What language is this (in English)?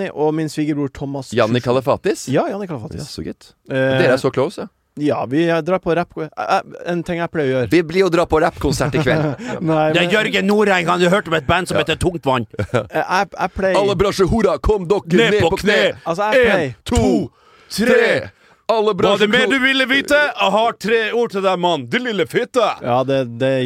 Norwegian